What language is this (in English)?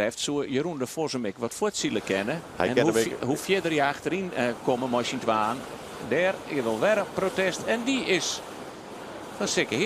Western Frisian